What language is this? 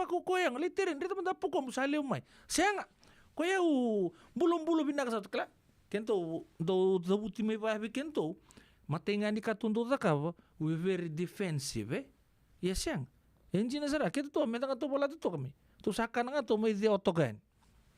Fijian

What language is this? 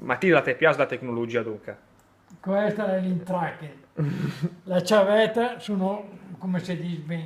Lombard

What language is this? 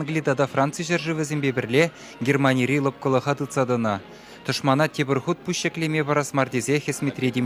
Chuvash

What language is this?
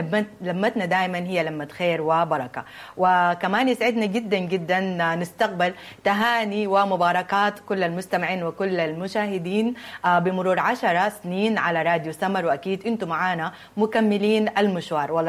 Sudanese Arabic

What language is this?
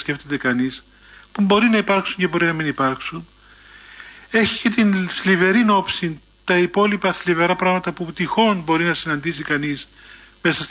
Greek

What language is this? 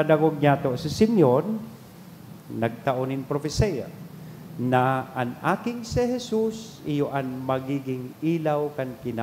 Bikol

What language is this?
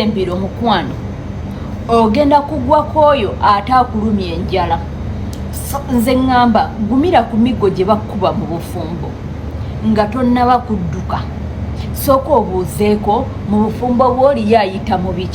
Ganda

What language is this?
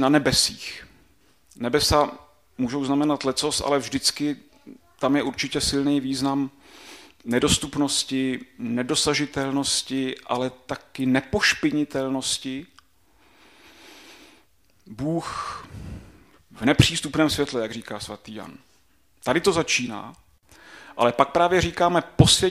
Czech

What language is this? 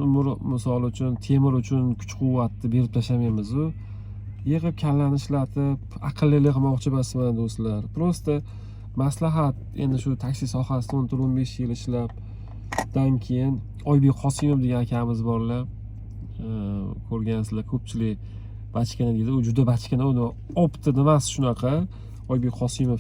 Uzbek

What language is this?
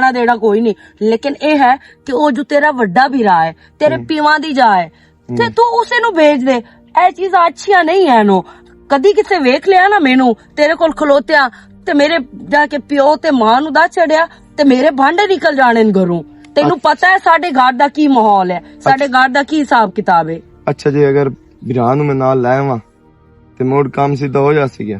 Western Panjabi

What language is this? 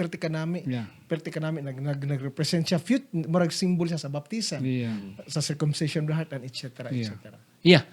Hiligaynon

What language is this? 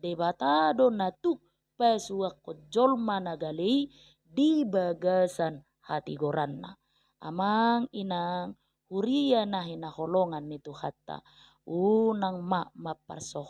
Batak Toba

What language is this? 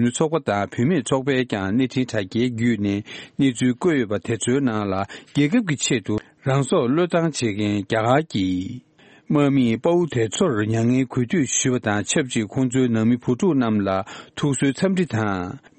Tibetan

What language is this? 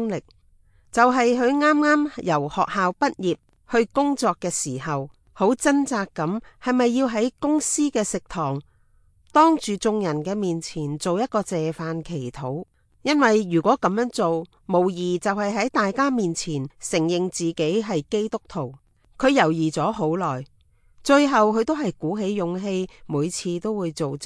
Cantonese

